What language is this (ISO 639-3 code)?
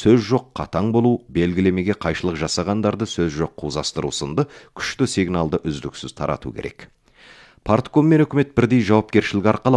kaz